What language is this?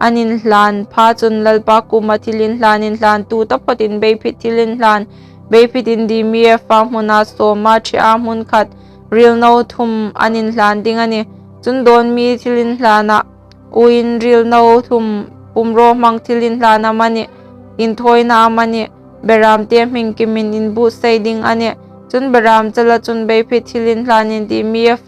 Hmar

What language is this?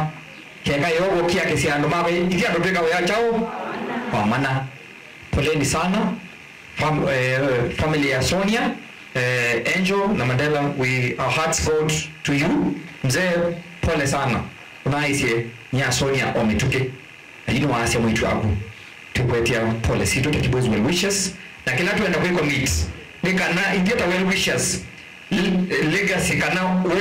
Kamba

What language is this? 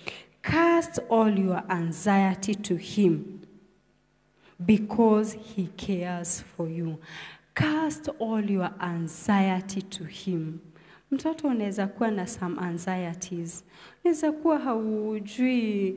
Swahili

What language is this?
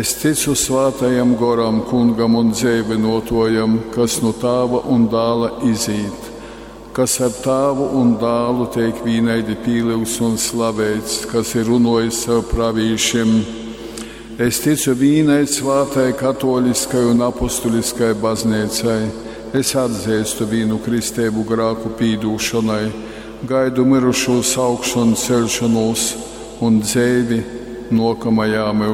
Latgalian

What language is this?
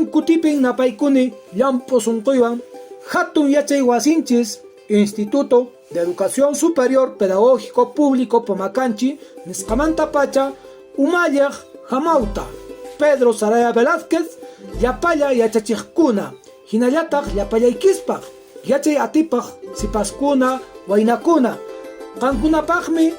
Quechua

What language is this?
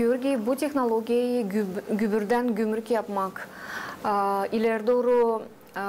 Gagauz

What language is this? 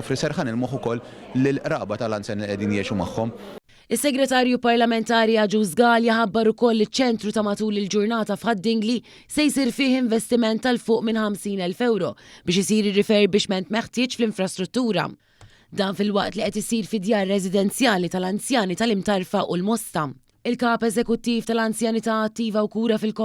Maltese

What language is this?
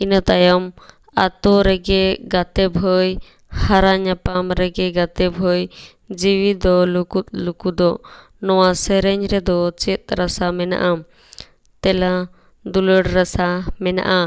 Santali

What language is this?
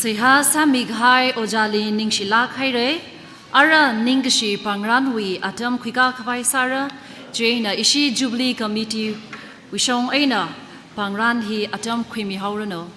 Tangkhul Naga (India)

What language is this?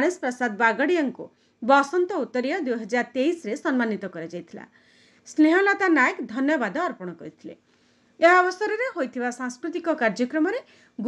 Odia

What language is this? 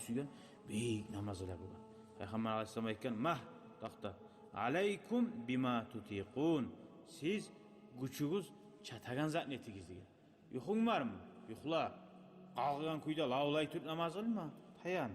Kumyk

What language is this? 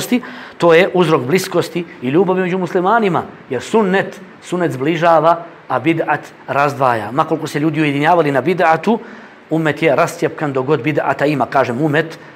Bosnian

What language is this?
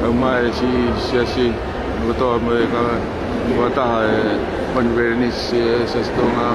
Tongan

